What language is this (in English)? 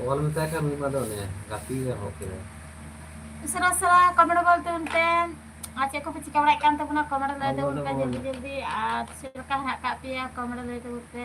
Santali